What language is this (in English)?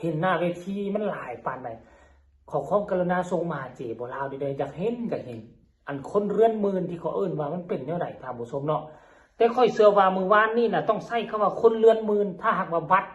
Northeastern Thai